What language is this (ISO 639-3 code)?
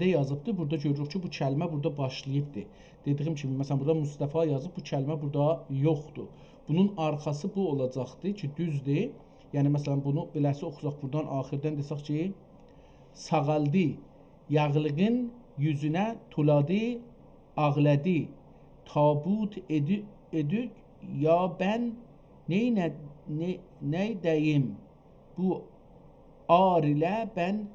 azb